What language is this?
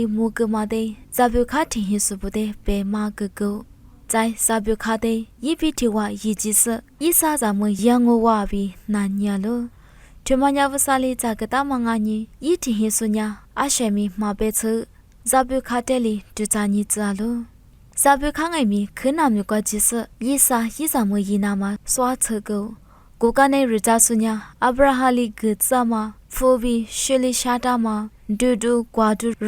Lisu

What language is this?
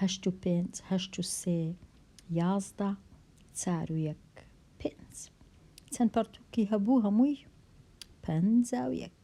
Central Kurdish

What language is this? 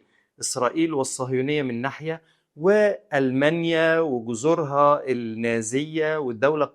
Egyptian Arabic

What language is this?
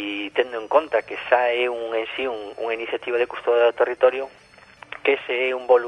Galician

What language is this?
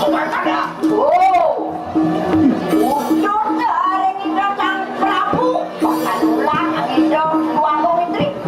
Balinese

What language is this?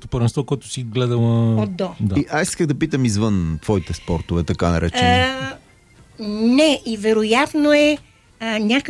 Bulgarian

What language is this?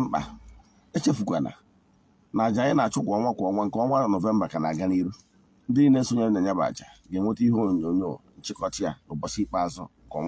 Igbo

